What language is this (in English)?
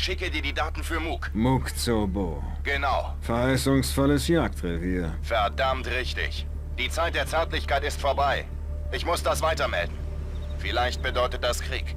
Bavarian